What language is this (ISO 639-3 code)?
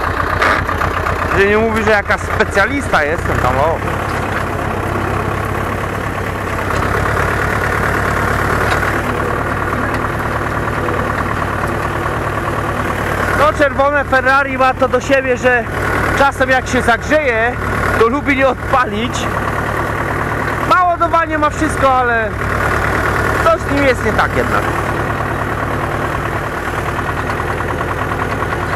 pol